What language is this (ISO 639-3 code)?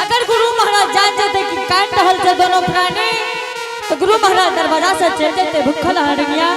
anp